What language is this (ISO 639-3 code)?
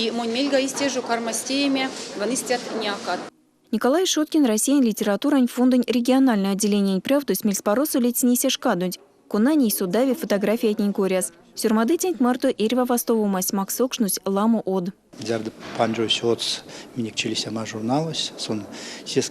myv